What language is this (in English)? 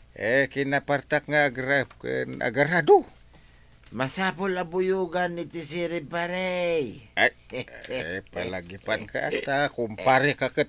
Iloko